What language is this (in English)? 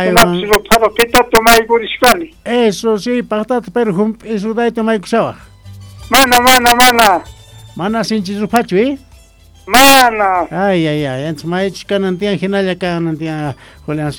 South Bolivian Quechua